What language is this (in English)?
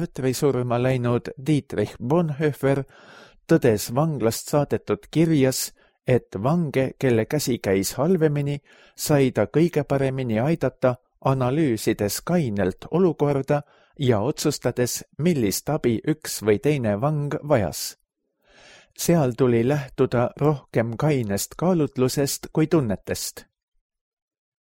Estonian